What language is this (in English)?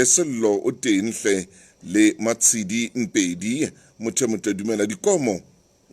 Southern Sotho